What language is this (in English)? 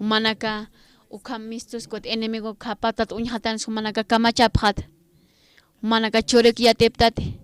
Aymara